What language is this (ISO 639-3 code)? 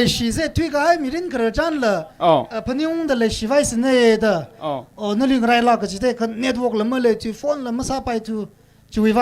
nmf